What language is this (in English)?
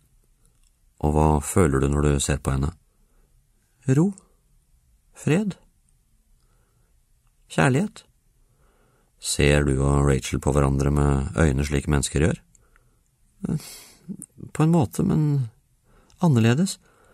Norwegian